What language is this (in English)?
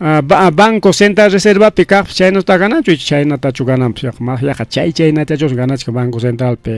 Ayacucho Quechua